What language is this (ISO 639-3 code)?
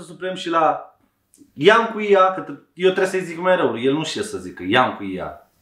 ron